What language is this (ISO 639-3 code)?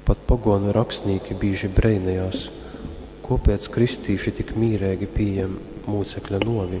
ltg